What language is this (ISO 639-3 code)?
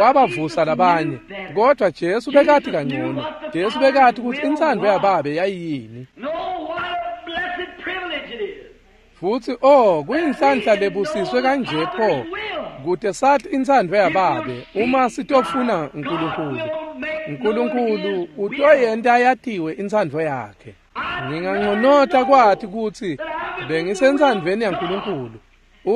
ssw